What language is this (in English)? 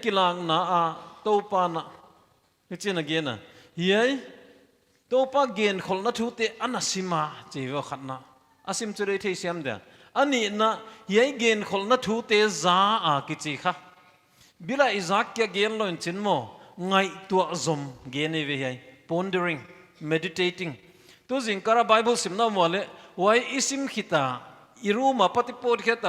Paite Chin